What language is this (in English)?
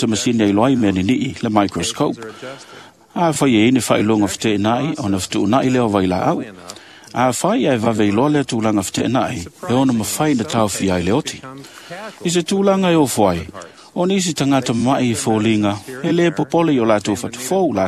Samoan